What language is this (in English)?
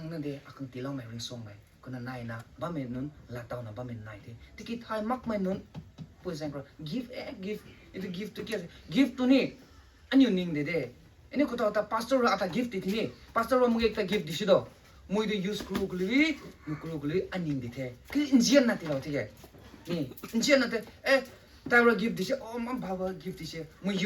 Rongmei Naga